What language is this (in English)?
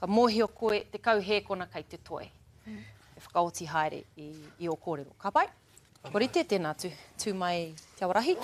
Māori